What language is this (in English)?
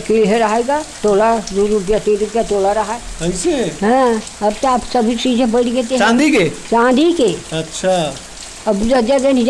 Chhattisgarhi